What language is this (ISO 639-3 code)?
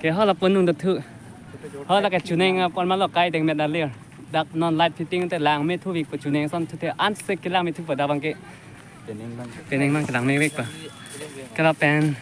mjw